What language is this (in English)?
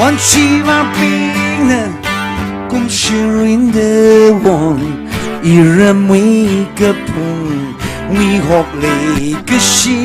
Tangkhul Naga (India)